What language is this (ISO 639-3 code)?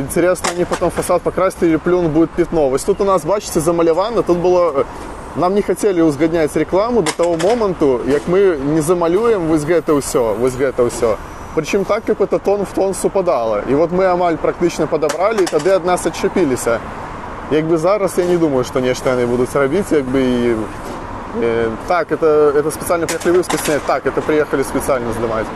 bel